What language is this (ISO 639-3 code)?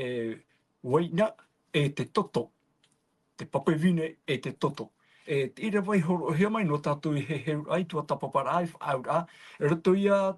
tah